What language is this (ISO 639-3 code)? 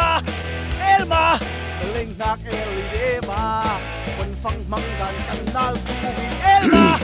cfm